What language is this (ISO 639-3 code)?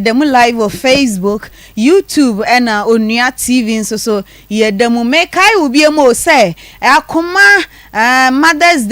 aka